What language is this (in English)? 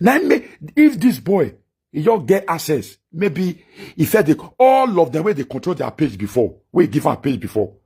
Nigerian Pidgin